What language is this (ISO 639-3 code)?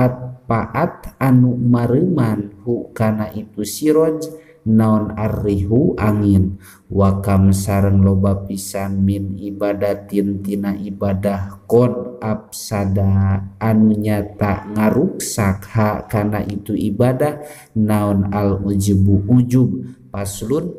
sun